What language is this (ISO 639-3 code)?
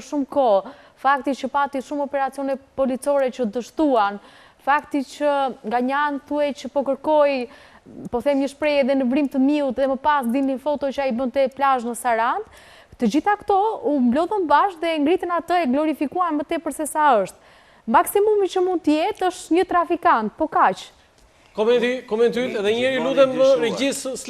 sqi